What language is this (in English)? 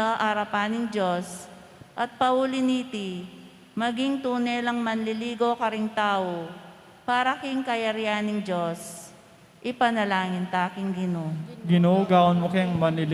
Pampanga